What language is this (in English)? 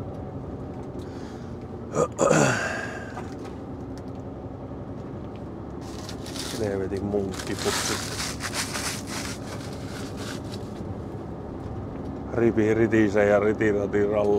Finnish